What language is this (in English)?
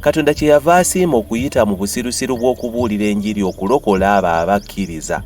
Ganda